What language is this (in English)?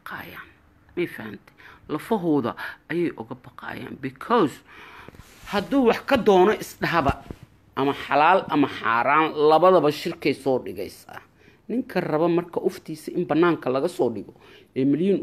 Somali